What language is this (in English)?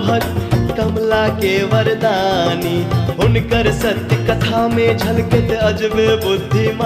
Maithili